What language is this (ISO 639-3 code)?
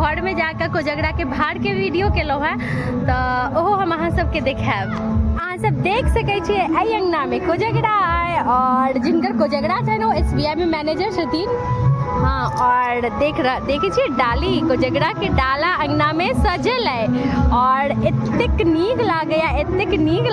mai